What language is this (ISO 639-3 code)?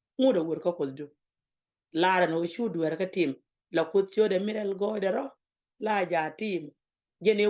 nus